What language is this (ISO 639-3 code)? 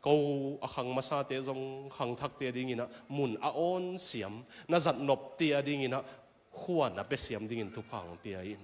ctd